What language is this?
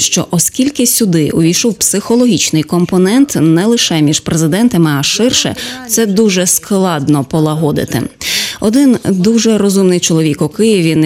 Ukrainian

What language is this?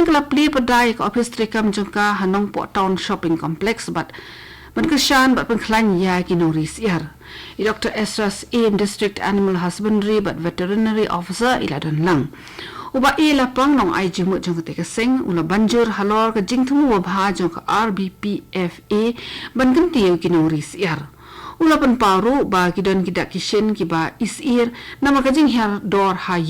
Khasi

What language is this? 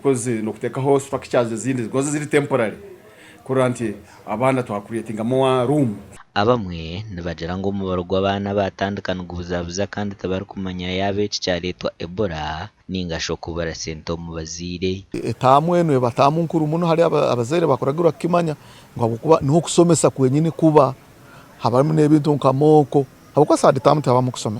Nyankole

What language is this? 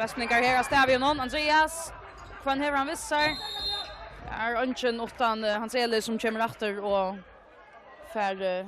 Faroese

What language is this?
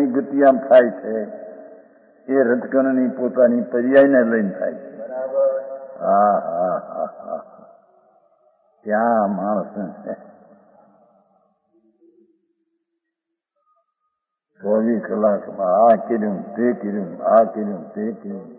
Gujarati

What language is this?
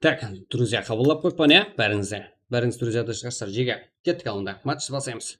Kara-Kalpak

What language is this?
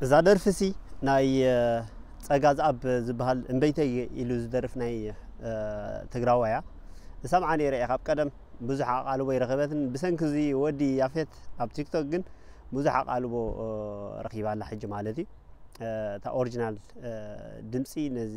Tigrinya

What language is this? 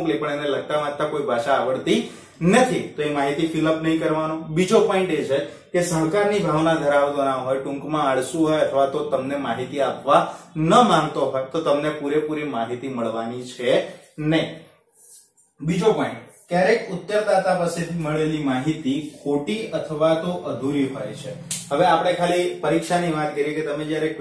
Gujarati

